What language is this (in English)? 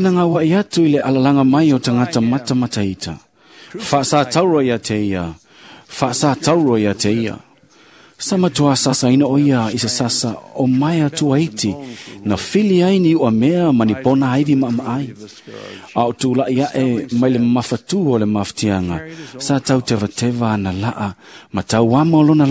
Samoan